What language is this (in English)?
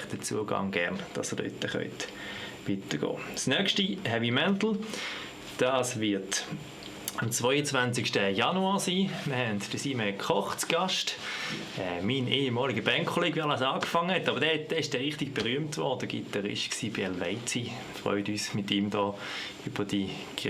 Swiss German